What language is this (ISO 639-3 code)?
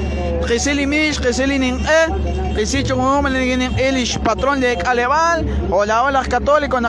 kek